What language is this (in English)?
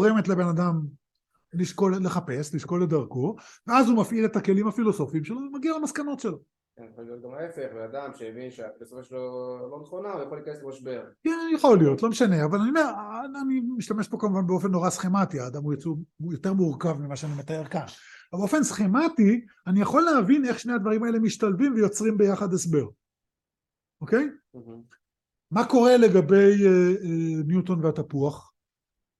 Hebrew